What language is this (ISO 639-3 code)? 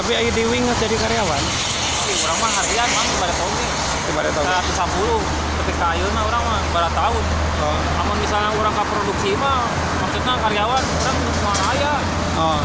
sun